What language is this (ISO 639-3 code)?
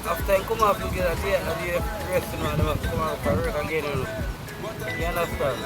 jam